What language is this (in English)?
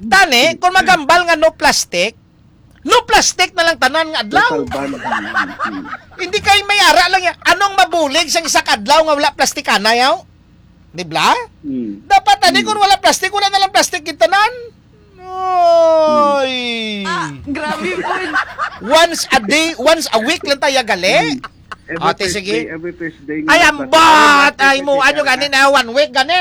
Hiligaynon